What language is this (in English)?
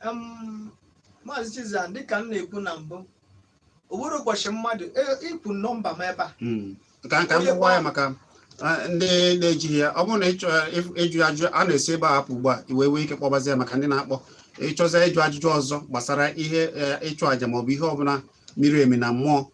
Igbo